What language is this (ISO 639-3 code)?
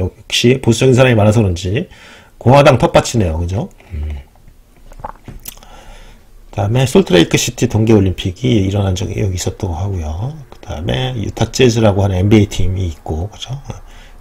kor